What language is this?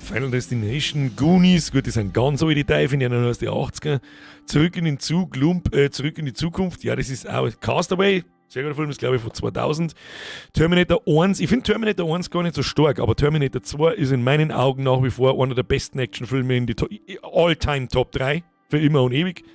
Bavarian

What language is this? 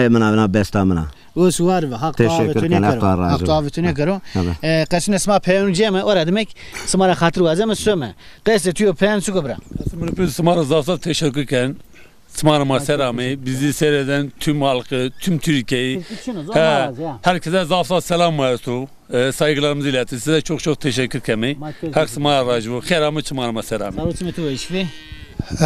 Zaza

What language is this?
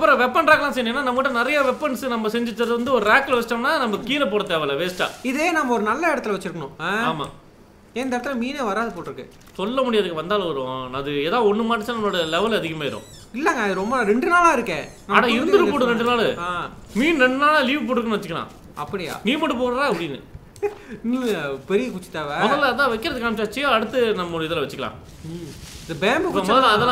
Tamil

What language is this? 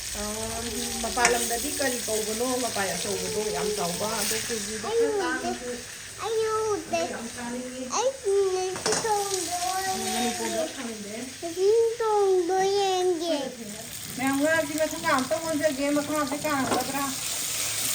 Manipuri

